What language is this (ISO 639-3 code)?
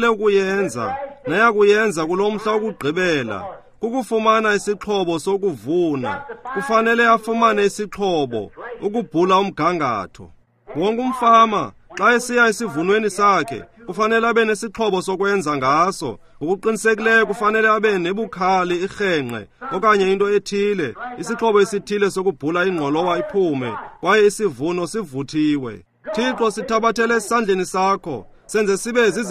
xho